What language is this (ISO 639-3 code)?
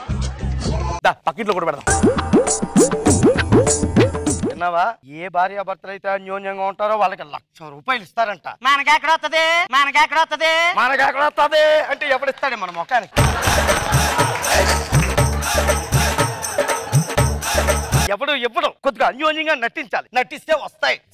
tel